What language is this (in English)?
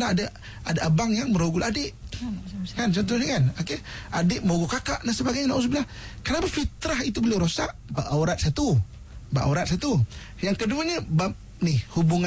Malay